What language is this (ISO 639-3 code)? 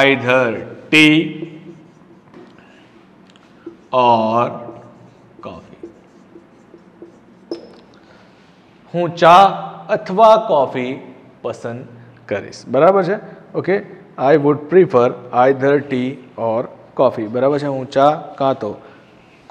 guj